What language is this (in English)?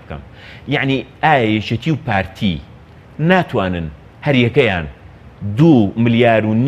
Central Kurdish